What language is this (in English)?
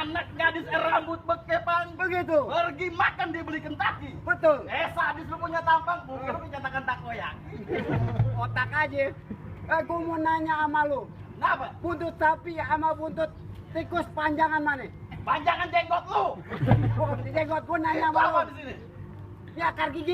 Betawi